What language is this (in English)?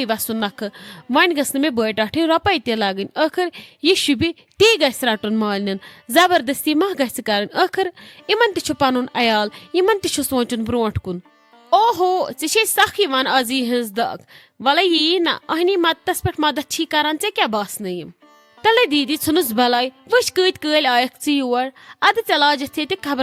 Kashmiri